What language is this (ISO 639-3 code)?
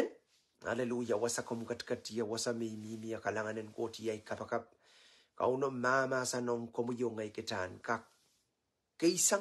pon